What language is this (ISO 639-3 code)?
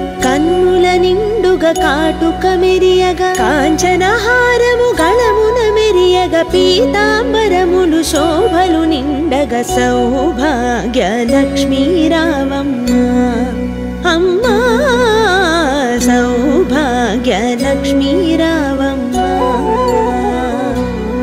tel